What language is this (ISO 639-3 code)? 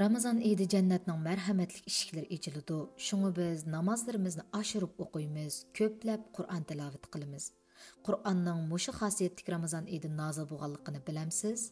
uig